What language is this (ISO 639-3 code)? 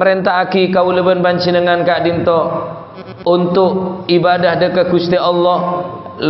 mad